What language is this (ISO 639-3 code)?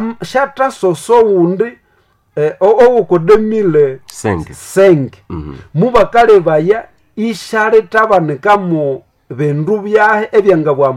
nnb